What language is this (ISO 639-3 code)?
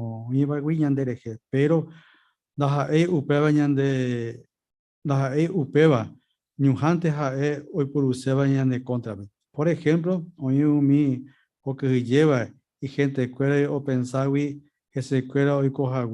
grn